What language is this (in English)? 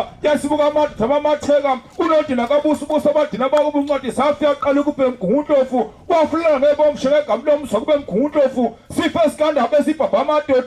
Zulu